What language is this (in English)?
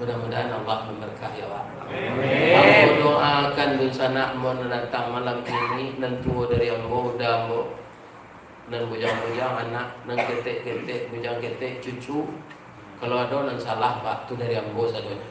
Minangkabau